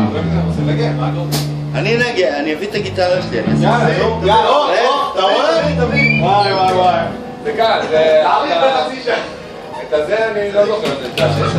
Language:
Hebrew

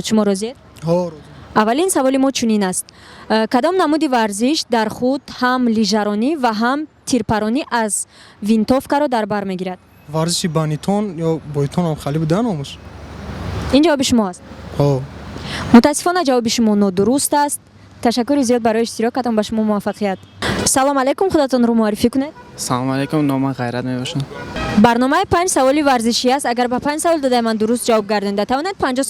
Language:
Tajik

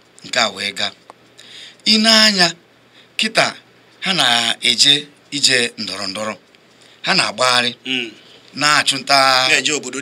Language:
Igbo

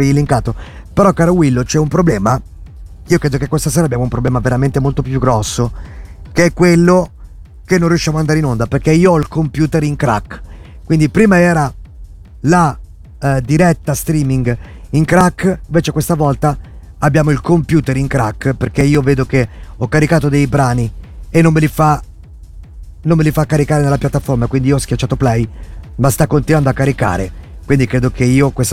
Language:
Italian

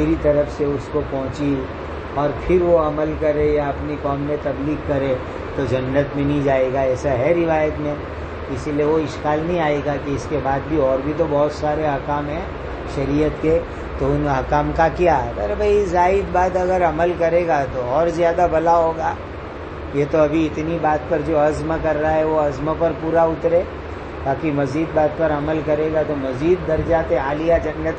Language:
Urdu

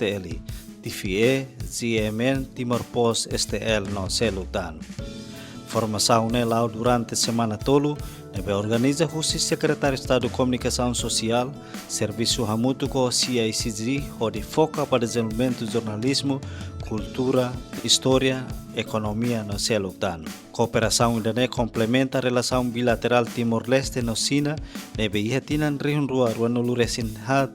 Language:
Tetum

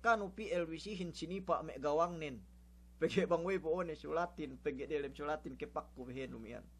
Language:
Yakan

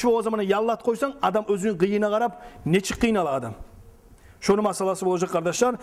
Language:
Kumyk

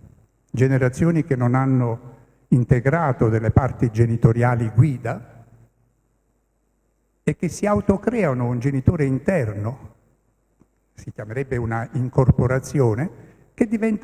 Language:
Italian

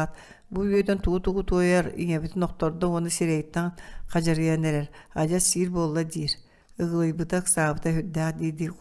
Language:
Yakut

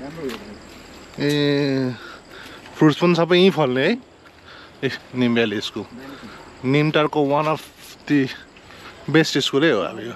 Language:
Nepali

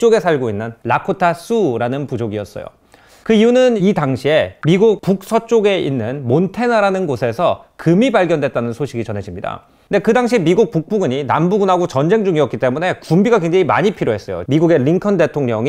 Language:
Korean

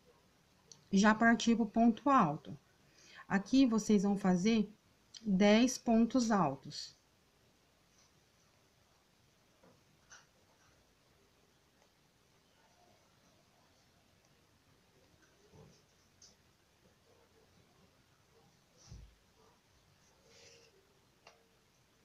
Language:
Portuguese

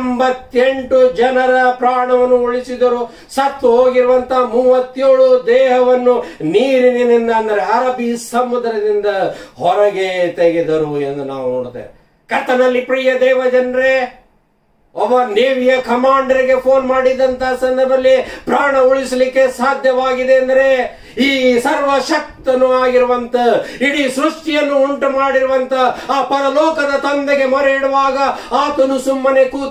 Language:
Kannada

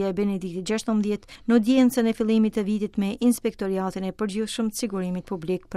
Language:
Albanian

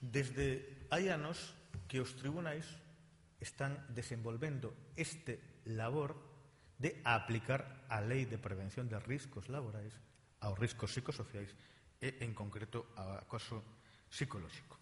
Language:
Galician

